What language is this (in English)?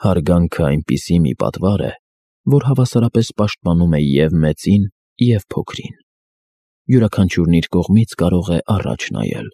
Armenian